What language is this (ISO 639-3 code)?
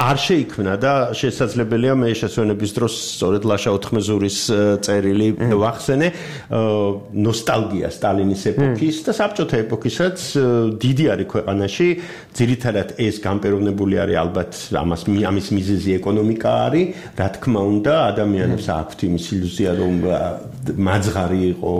kat